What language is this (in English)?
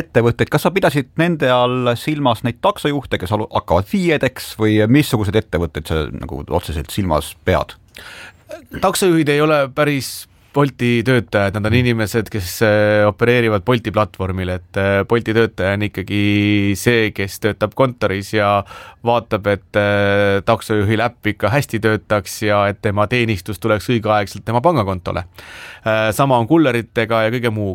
Estonian